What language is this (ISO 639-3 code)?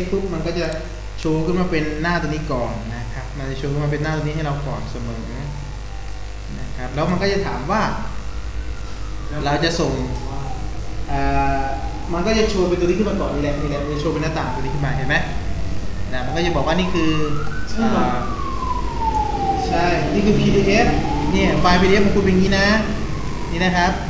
tha